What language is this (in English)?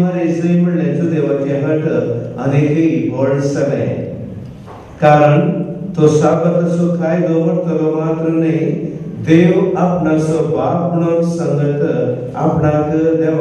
Konkani